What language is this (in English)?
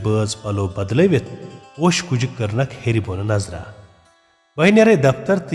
Kashmiri